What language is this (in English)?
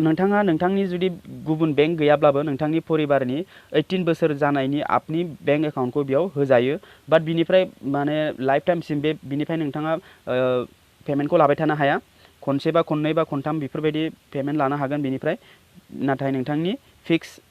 Bodo